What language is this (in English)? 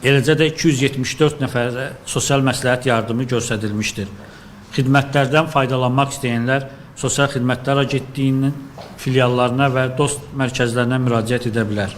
Azerbaijani